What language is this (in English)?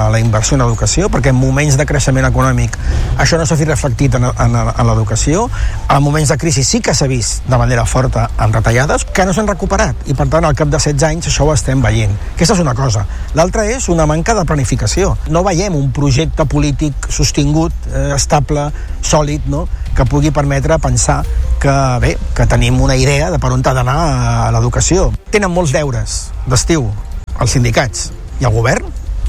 Catalan